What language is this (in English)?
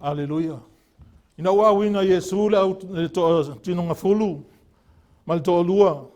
Samoan